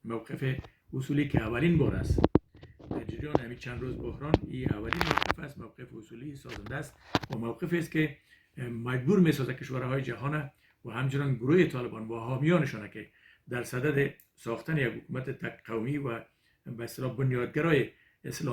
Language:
Persian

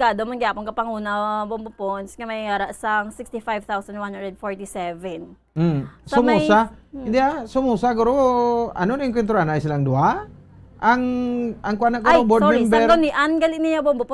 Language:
Hiligaynon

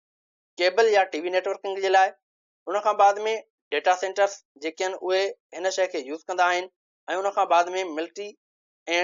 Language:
Sindhi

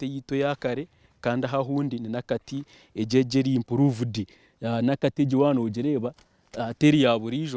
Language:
Nyankole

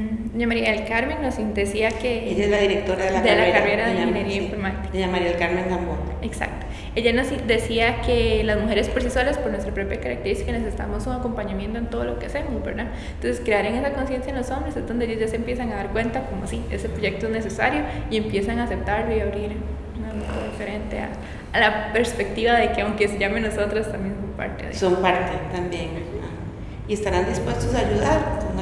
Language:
Spanish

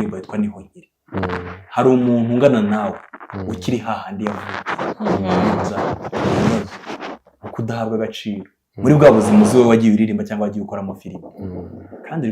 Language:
Kinyarwanda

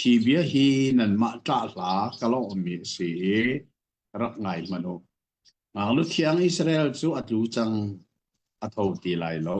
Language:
Hakha Chin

